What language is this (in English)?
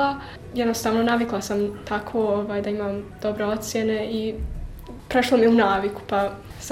Bosnian